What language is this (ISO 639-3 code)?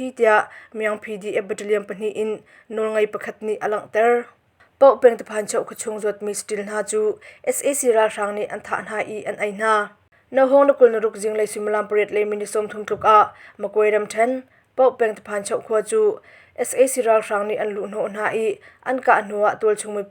cnh